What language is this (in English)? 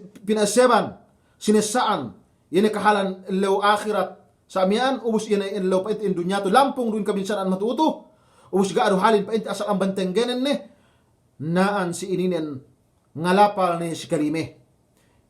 Yakan